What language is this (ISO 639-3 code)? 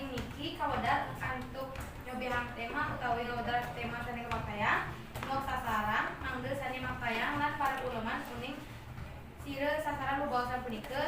ban